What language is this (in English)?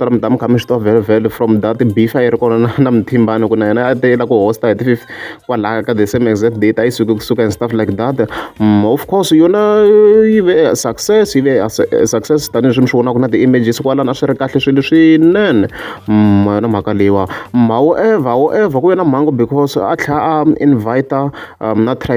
Tsonga